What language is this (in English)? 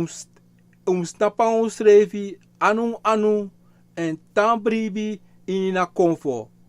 Sranan Tongo